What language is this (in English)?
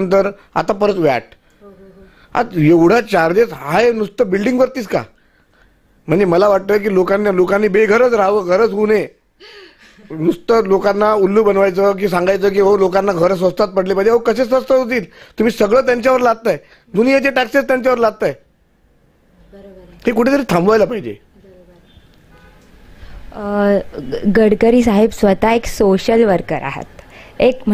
Marathi